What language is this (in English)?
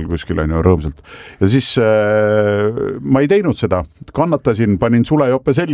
Estonian